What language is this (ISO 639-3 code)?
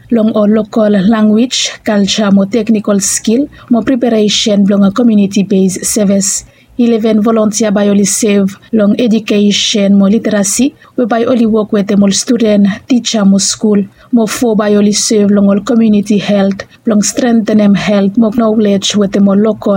bis